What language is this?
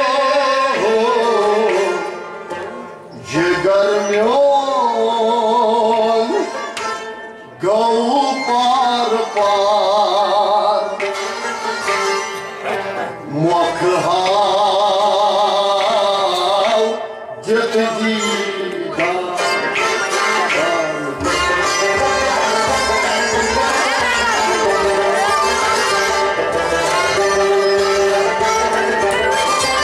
Kashmiri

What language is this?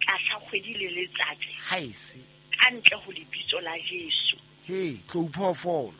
Southern Sotho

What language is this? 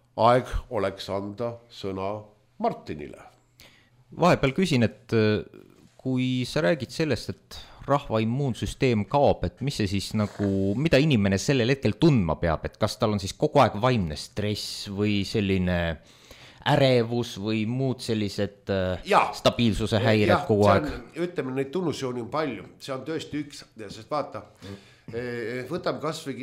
Estonian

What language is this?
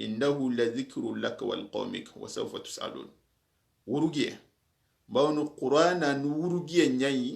Soninke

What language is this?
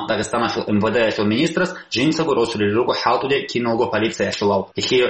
Avaric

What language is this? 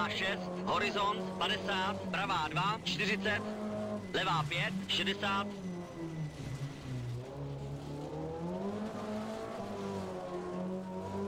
Czech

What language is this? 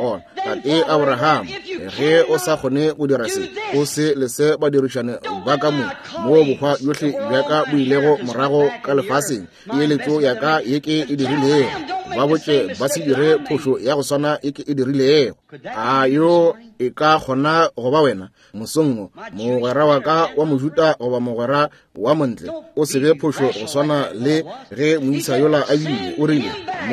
Northern Sotho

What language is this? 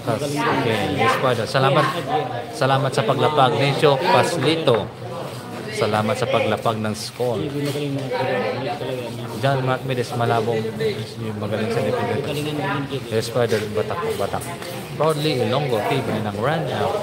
Filipino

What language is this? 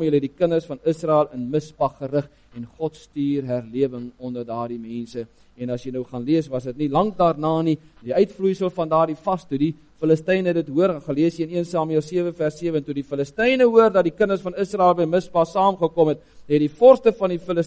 Afrikaans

